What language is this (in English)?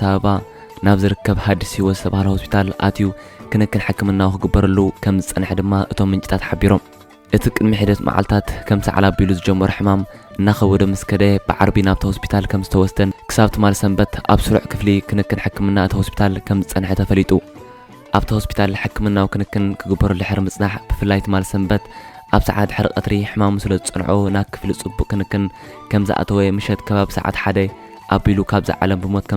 Tigrinya